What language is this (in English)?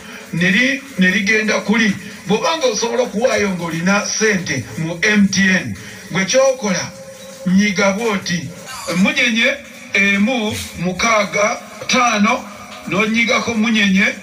Ganda